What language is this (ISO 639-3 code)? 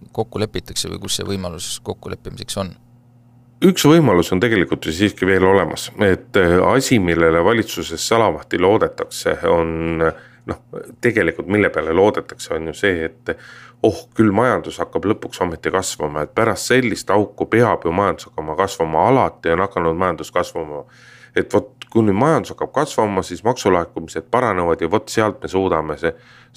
est